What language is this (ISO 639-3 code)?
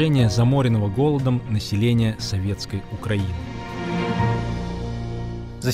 rus